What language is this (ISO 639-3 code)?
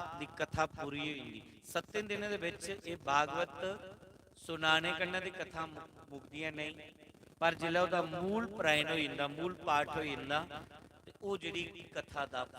doi